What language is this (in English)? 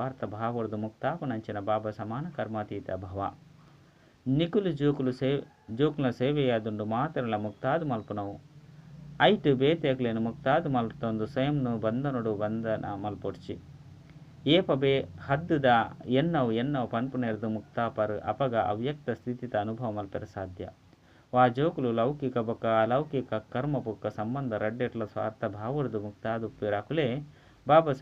Tulu